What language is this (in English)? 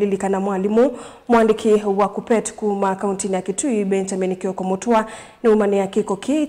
Kamba